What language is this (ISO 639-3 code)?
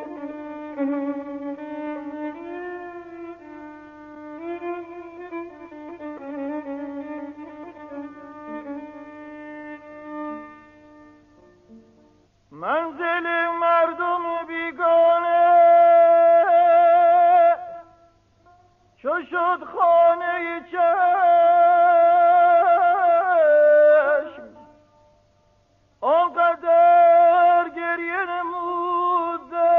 fas